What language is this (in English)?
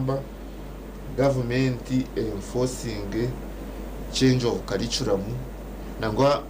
Nyankole